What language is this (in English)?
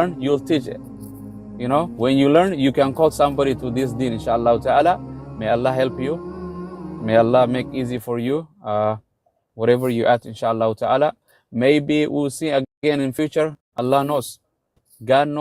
English